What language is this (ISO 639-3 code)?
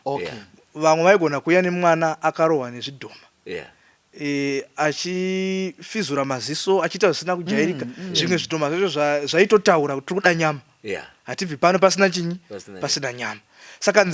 sna